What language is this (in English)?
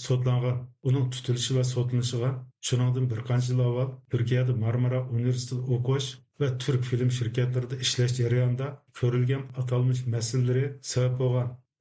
Uyghur